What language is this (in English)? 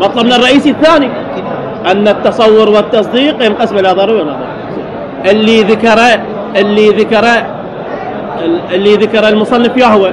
Mesopotamian Arabic